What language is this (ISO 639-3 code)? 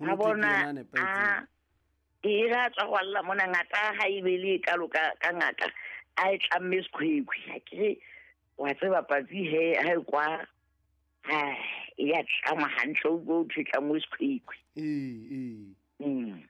sot